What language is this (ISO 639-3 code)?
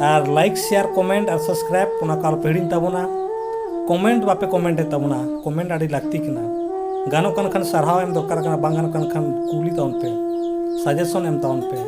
sat